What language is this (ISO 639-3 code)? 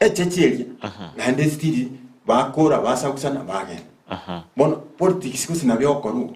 guz